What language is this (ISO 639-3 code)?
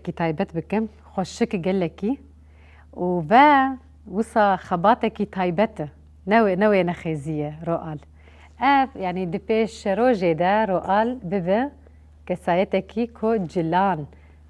kur